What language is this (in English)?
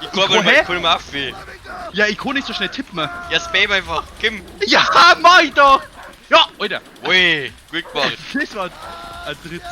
Bavarian